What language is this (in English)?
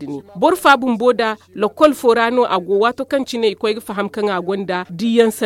Zarma